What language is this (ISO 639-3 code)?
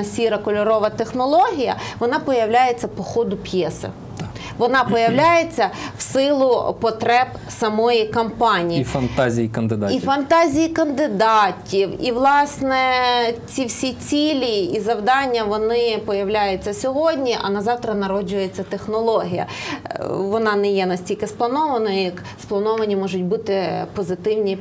ukr